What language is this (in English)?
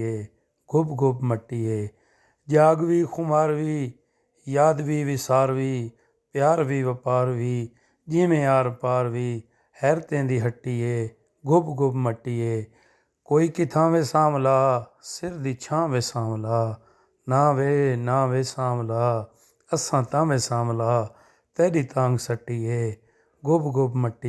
Saraiki